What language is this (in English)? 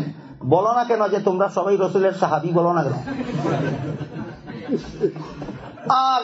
Bangla